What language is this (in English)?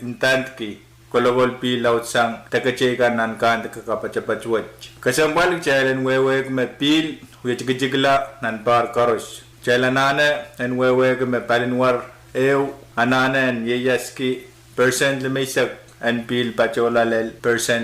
Pohnpeian